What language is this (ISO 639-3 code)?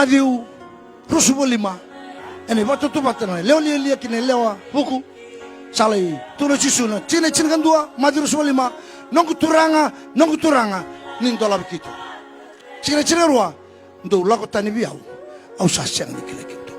fij